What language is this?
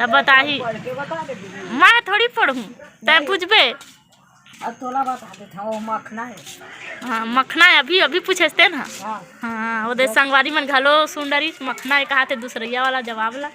Chhattisgarhi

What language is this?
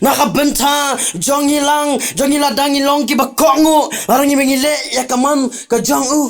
Khasi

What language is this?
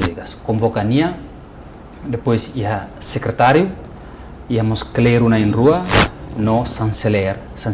Tetum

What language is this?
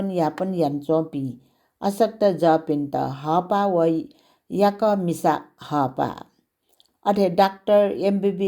Newari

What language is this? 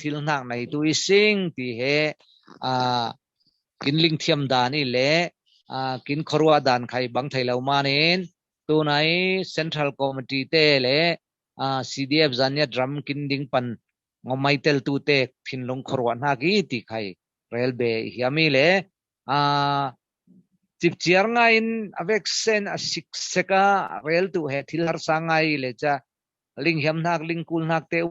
Falam Chin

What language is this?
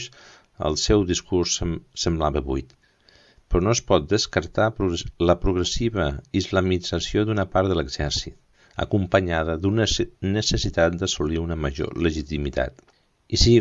Catalan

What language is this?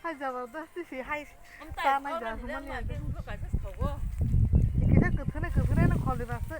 Kok Borok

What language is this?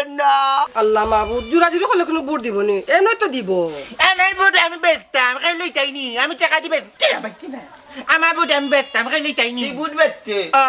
Sylheti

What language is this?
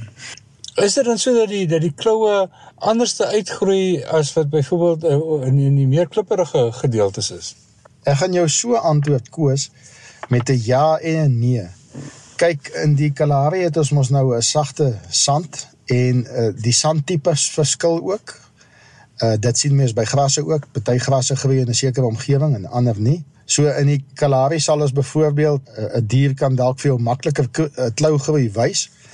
Afrikaans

